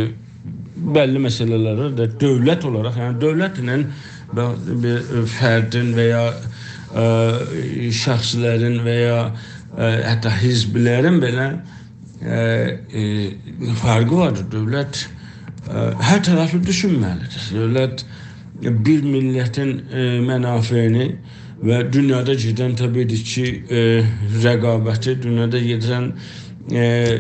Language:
South Azerbaijani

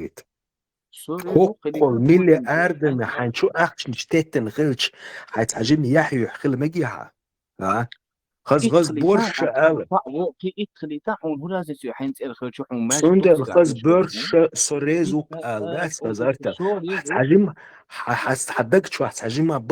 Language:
Chechen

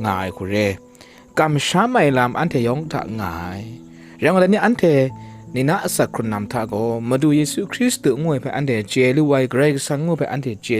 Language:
Kachin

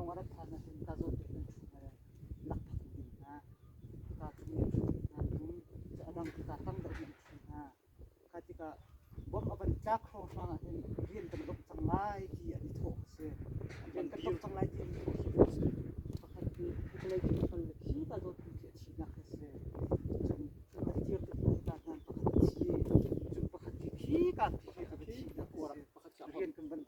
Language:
Hakha Chin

